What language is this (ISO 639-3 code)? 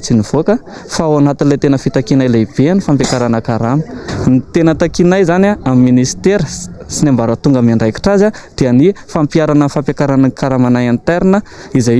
mlg